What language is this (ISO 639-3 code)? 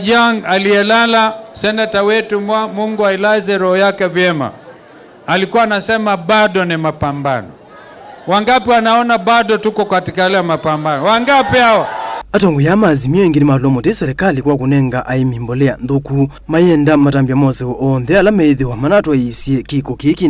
kam